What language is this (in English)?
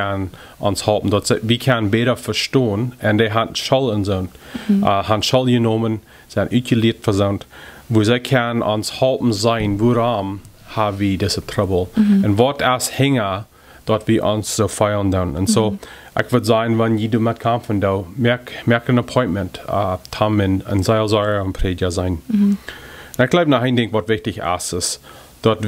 Plautdietsch